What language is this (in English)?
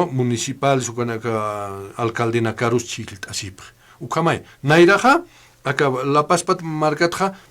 Aymara